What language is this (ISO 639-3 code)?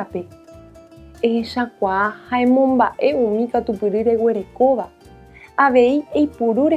grn